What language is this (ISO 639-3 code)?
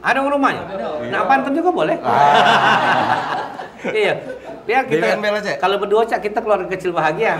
mui